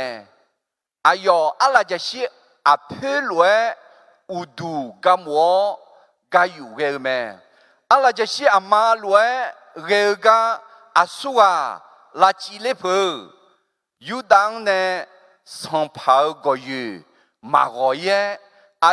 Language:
Akha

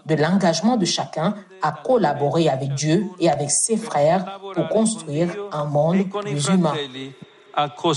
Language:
French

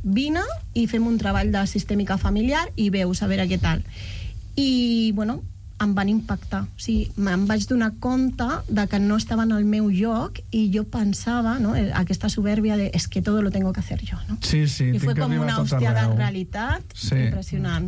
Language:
Catalan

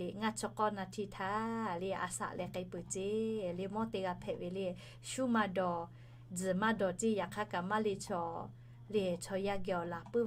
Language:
Lahu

